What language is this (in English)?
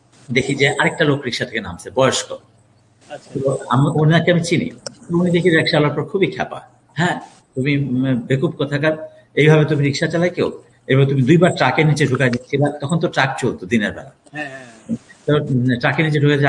Bangla